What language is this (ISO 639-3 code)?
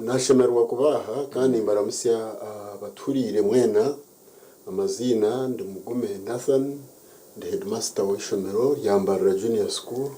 nyn